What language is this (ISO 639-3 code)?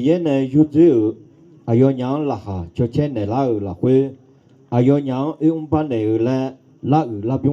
ahk